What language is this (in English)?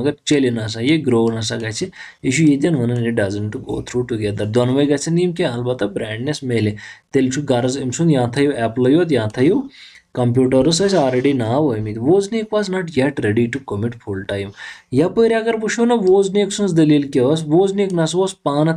Kashmiri